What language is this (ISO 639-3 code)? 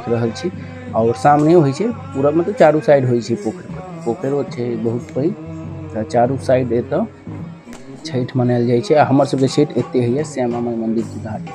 mai